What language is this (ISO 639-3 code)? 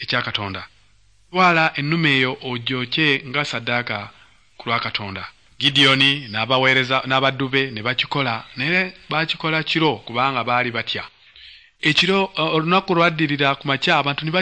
lug